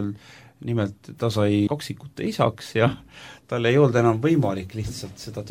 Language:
Estonian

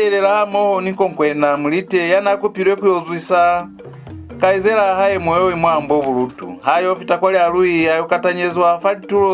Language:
Lozi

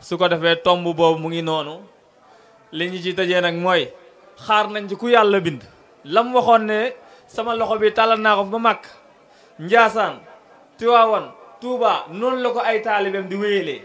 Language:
Wolof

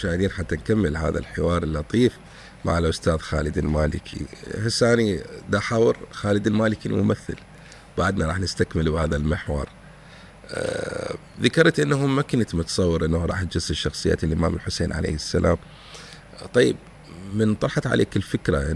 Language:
Mesopotamian Arabic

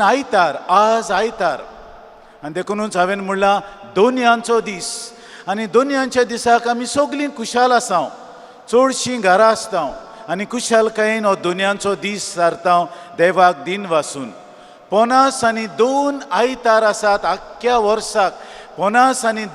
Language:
Konkani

